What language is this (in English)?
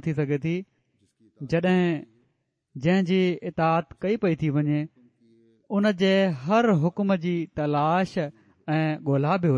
Sindhi